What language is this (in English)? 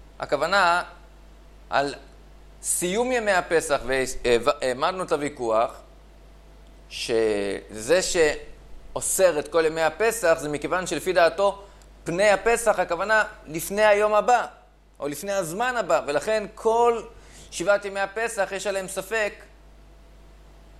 Hebrew